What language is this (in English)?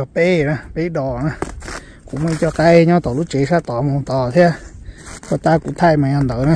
Hmong